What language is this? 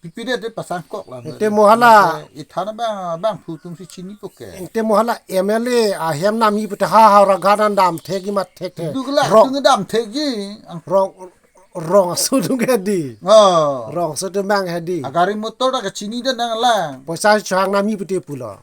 Karbi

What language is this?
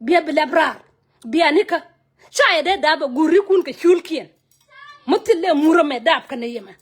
Nuer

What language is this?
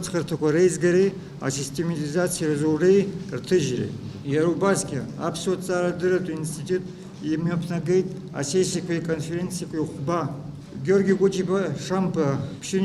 Abkhazian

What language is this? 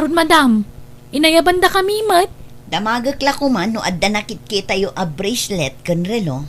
Iloko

